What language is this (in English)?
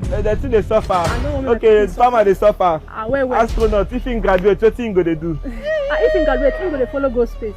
Nigerian Pidgin